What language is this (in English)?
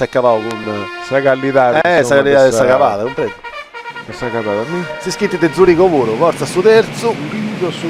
Sardinian